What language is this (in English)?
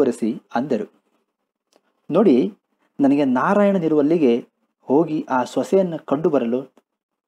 Kannada